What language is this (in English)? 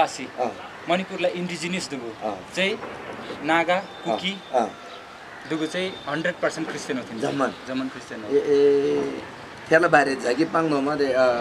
Eastern Tamang